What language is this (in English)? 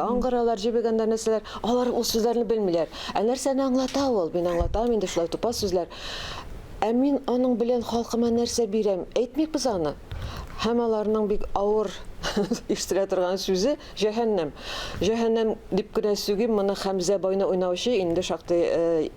Tatar